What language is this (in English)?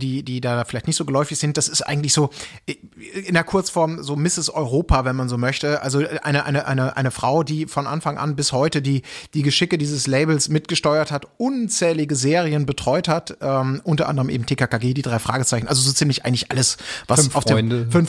German